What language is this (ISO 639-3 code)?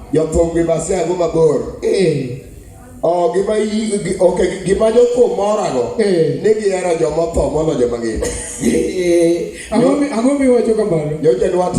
luo